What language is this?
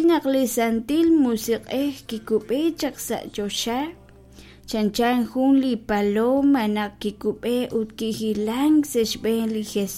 Kekchí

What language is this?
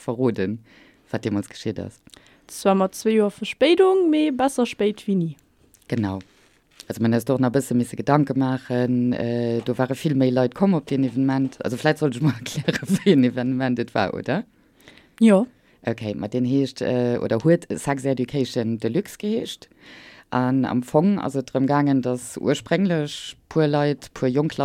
Luxembourgish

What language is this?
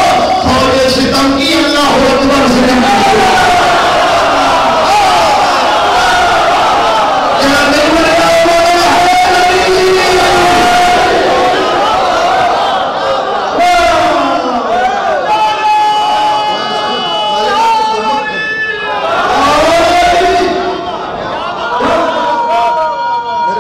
Urdu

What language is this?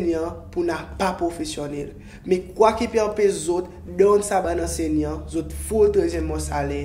Seselwa Creole French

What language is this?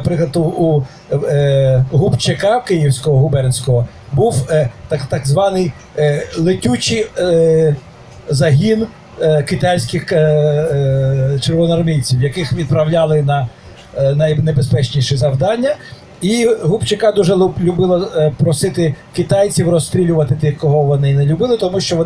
Ukrainian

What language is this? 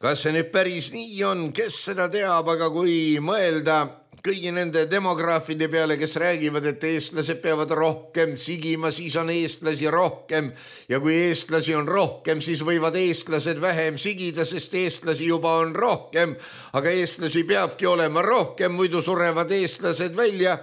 Estonian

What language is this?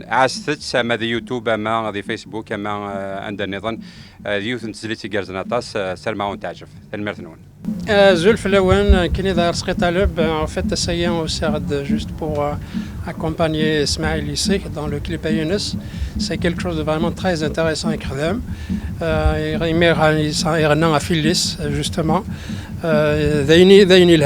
Kabyle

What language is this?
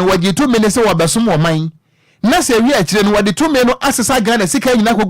Akan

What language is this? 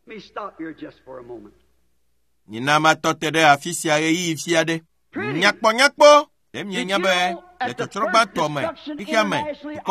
Ewe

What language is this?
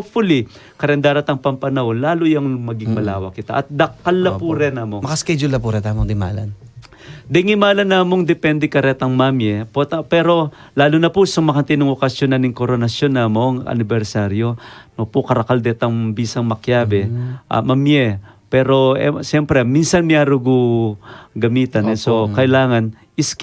Pampanga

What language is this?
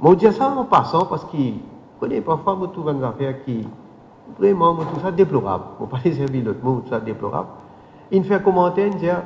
Morisyen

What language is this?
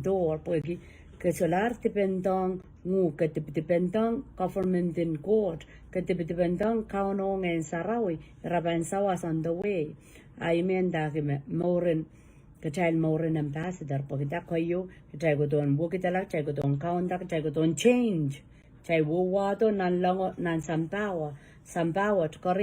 Pohnpeian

